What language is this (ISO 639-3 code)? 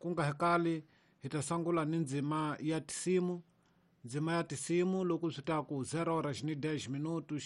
tso